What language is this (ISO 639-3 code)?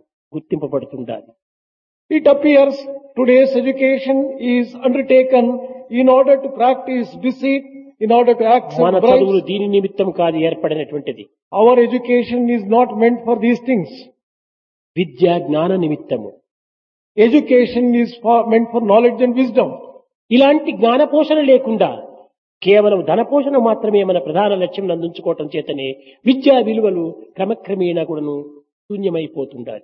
tel